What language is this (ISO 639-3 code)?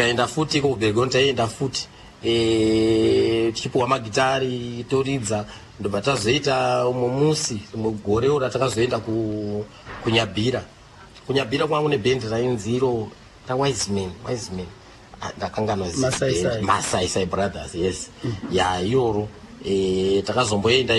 sna